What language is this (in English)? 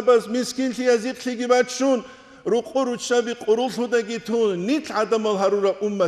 Avaric